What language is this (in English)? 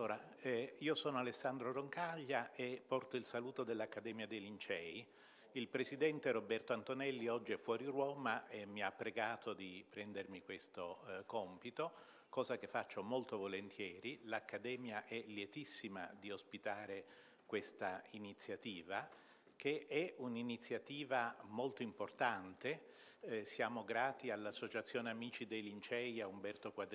Italian